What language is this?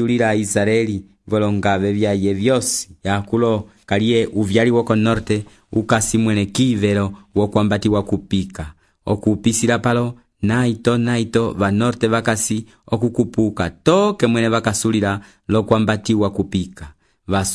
Umbundu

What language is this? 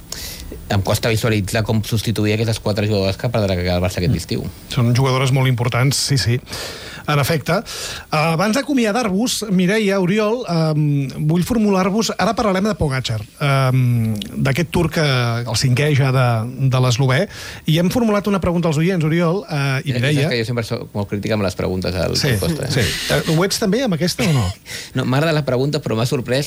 Catalan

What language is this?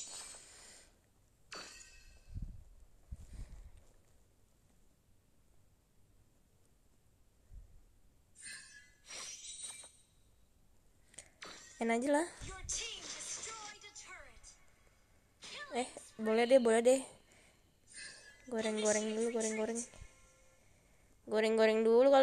Indonesian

